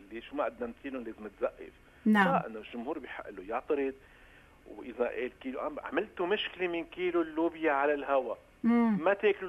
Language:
North Levantine Arabic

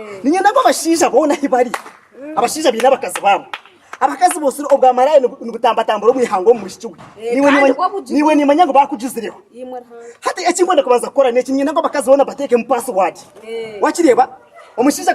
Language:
Nyankole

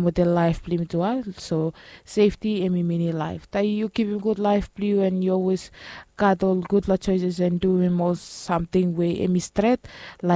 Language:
Bislama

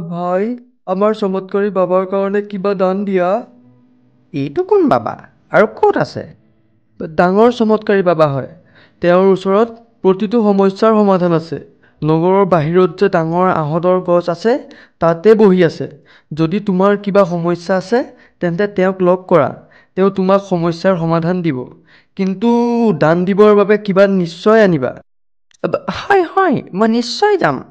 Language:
Assamese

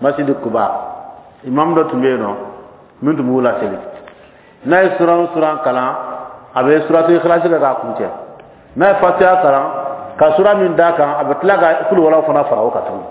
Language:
Bambara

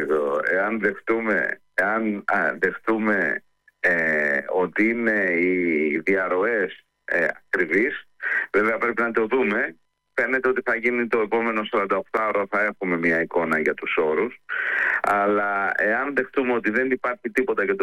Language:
Greek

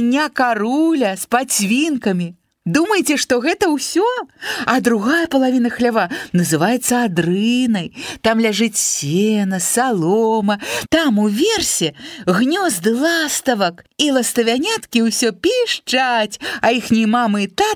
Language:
Belarusian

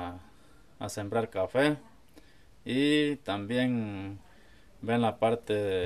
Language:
Spanish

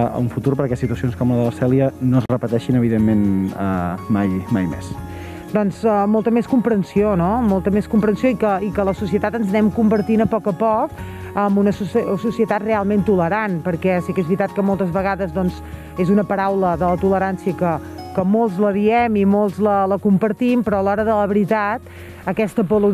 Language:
Catalan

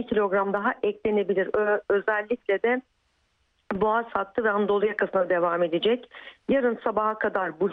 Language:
Turkish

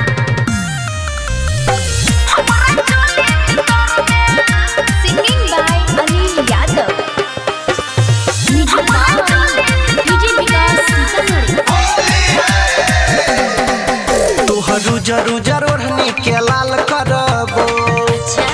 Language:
Bhojpuri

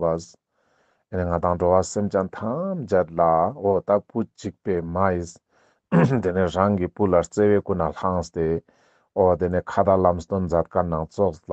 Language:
Ladakhi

